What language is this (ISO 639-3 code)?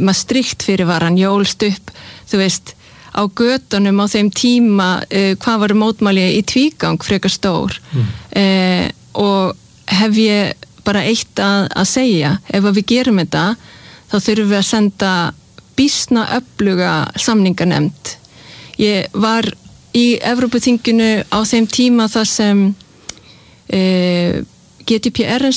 isl